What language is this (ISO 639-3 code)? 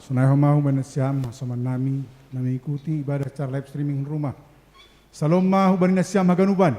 bts